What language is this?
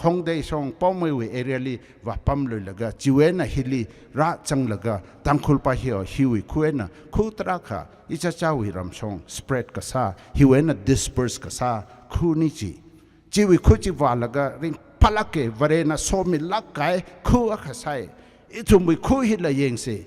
Tangkhul Naga (India)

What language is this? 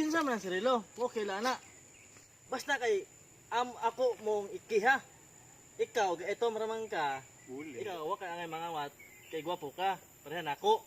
Cebuano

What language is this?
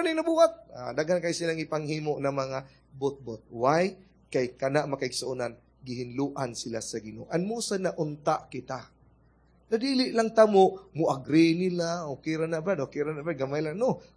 Cebuano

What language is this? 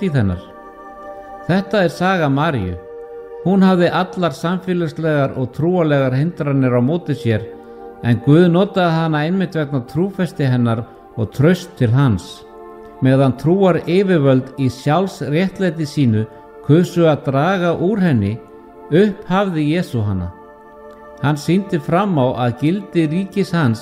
Icelandic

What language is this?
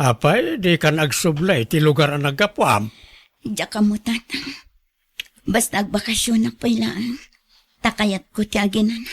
Iloko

